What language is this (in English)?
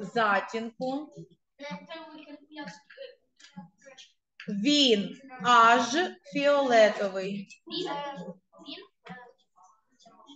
Ukrainian